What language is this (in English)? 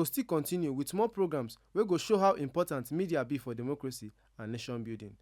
Nigerian Pidgin